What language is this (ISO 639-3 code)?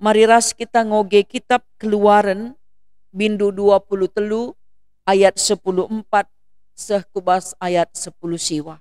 btx